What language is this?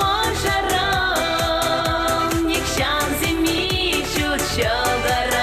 Chuvash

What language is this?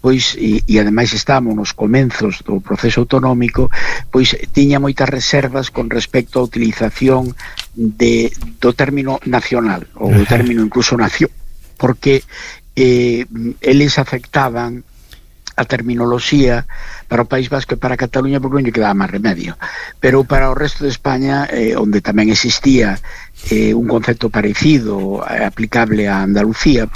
Galician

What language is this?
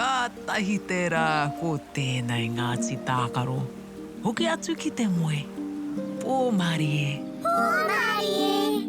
Māori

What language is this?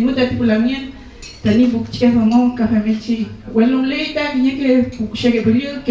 Mapuche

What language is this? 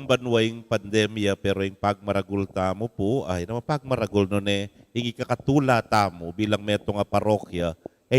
Pampanga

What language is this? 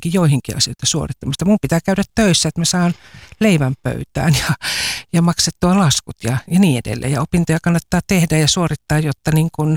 Finnish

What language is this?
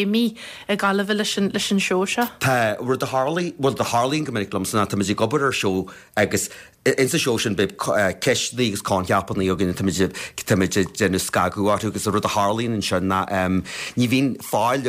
Irish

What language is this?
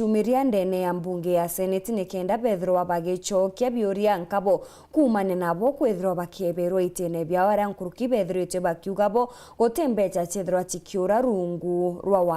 Meru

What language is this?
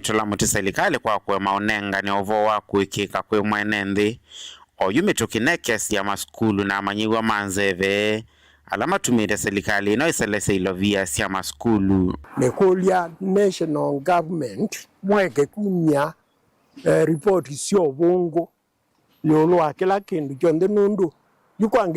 Kamba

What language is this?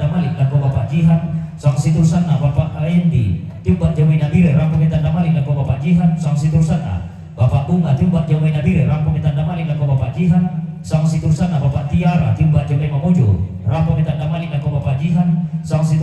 Toraja-Sa'dan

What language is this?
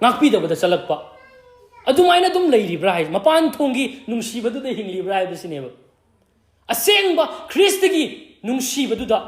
Manipuri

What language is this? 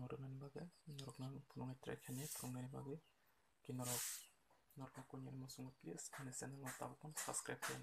Kok Borok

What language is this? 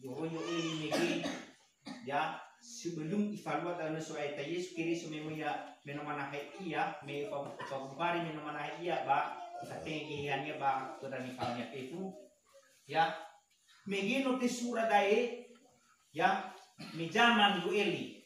Nias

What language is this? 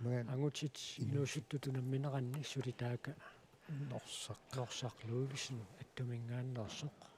Kalaallisut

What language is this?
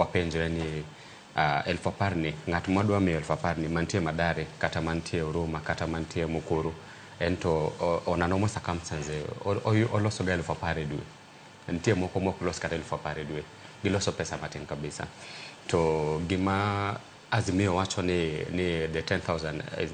Luo (Kenya and Tanzania)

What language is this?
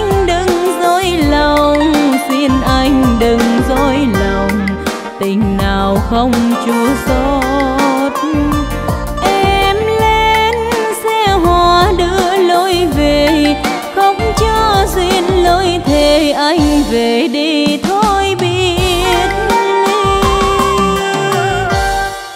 Vietnamese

